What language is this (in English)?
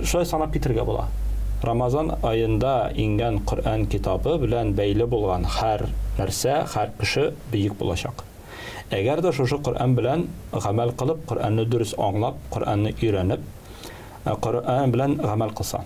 Tatar